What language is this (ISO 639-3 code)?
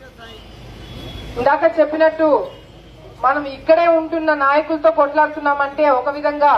tel